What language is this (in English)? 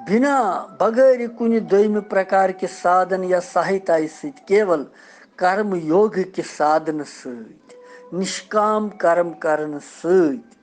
Kashmiri